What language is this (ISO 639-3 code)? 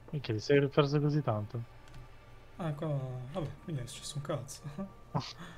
ita